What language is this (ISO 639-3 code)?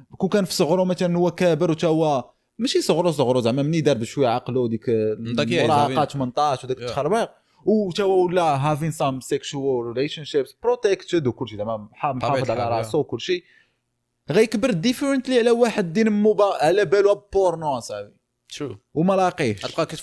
ary